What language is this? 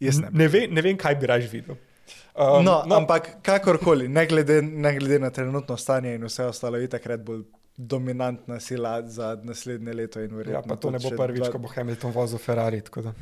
Slovenian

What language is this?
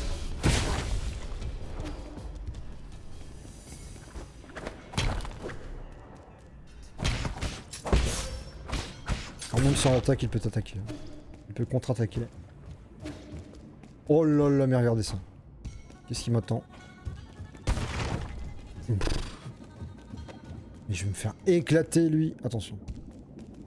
French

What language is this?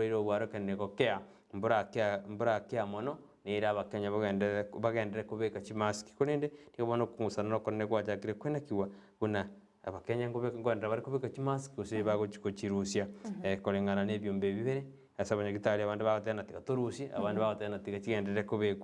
Gusii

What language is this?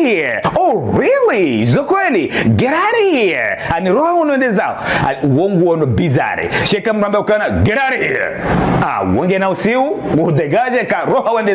Ngazidja Comorian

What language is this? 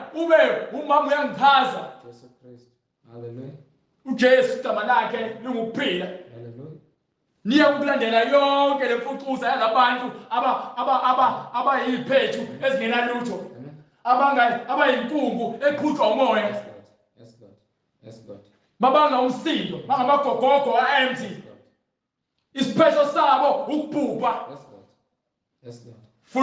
Zulu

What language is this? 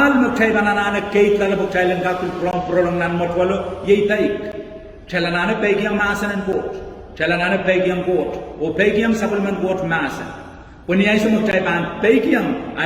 Pohnpeian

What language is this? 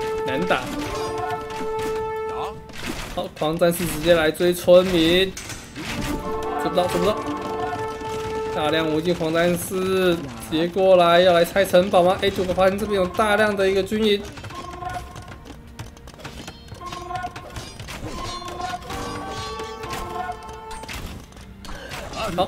Chinese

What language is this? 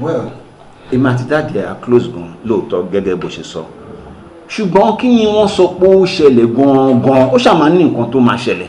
Yoruba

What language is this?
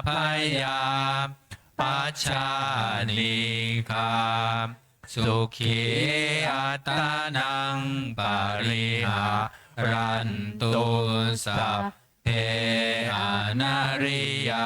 Pali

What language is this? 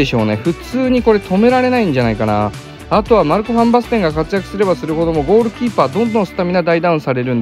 Japanese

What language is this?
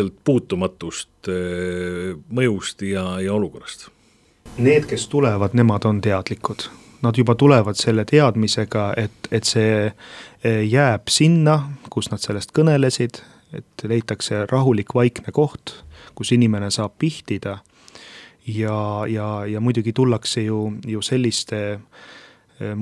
Estonian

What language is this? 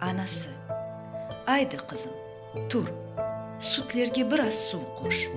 Crimean Tatar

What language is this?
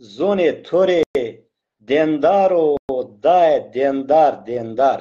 Zaza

